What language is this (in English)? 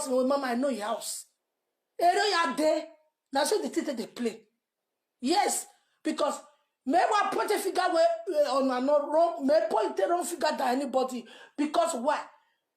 Nigerian Pidgin